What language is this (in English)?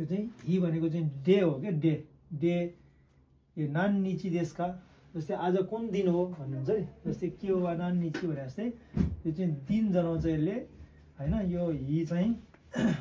Nepali